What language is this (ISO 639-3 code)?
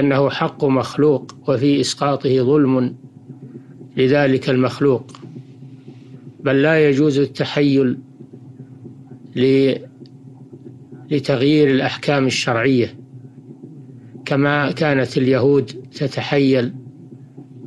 ara